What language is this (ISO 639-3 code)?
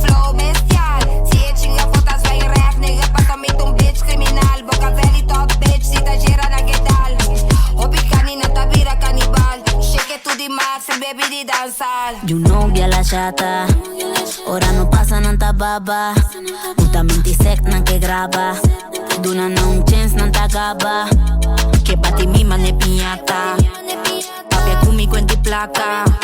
pap